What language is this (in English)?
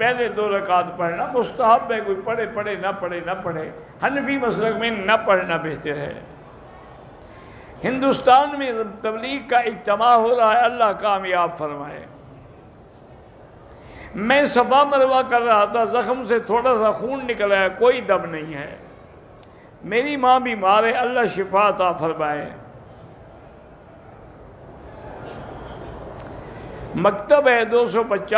Urdu